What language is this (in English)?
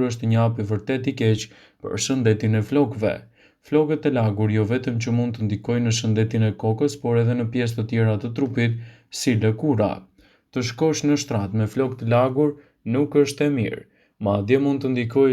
Albanian